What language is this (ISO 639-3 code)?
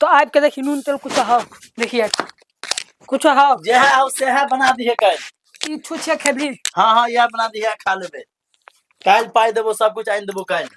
mai